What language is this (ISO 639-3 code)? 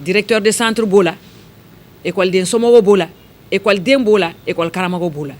bam